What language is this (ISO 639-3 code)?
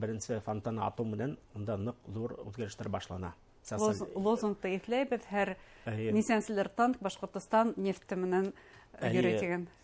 bak